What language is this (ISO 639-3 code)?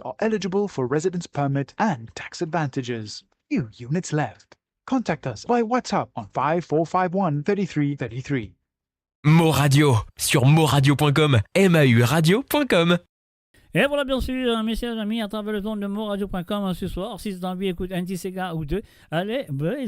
mfe